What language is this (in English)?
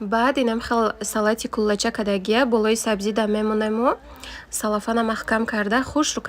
Tajik